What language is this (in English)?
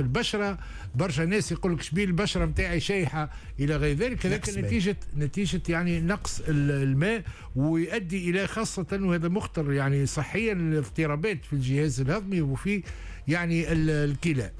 Tunisian Arabic